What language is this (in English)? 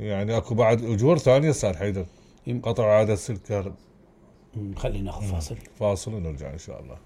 Mesopotamian Arabic